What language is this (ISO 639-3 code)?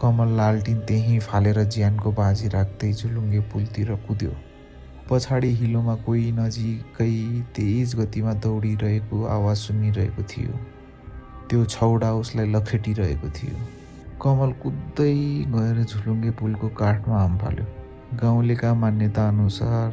nep